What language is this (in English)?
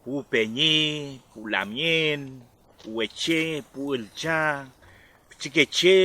Mapuche